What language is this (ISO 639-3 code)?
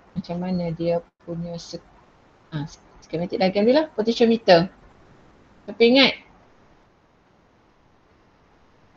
msa